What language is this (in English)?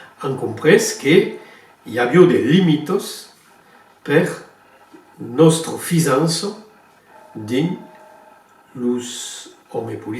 Occitan